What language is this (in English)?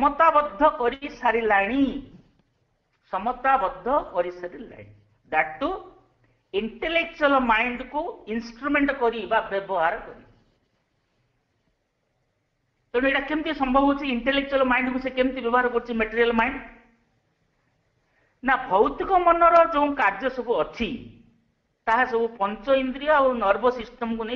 Odia